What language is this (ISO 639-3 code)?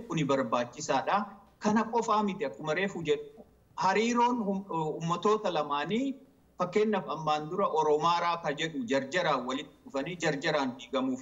orm